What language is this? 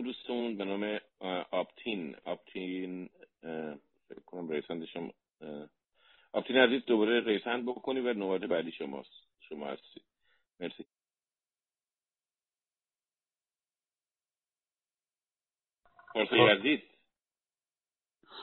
Persian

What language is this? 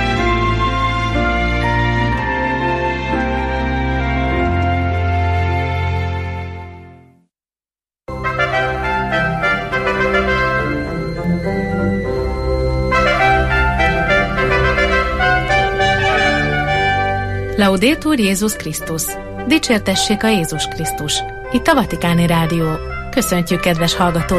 Hungarian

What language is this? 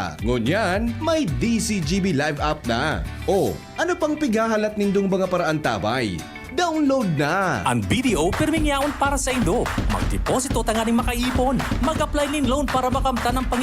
Bikol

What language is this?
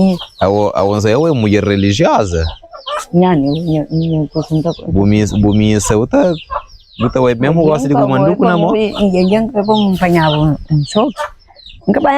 Kabuverdianu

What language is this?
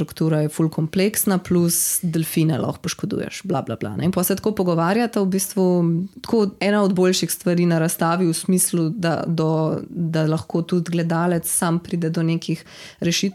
Slovenian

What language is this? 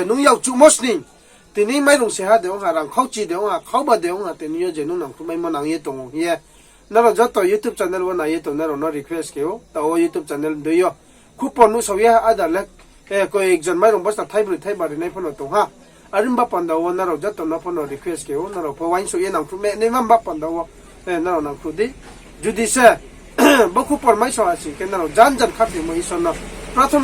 Riang (India)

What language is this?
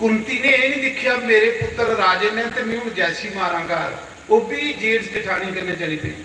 Dogri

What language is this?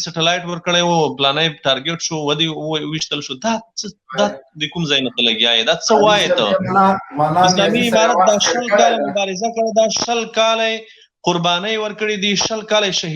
Pashto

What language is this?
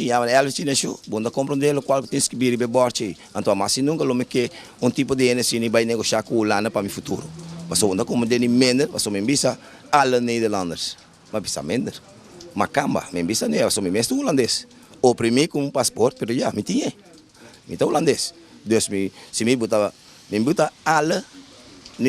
Papiamento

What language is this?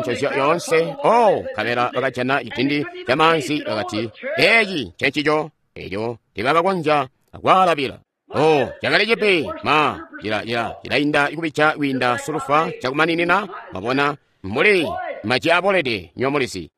Tonga (Zambia)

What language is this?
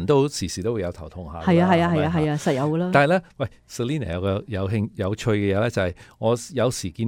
Cantonese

